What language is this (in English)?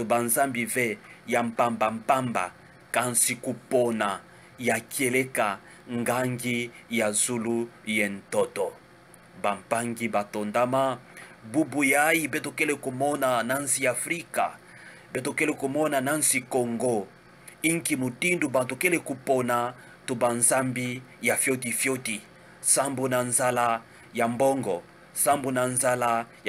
Kituba (Democratic Republic of Congo)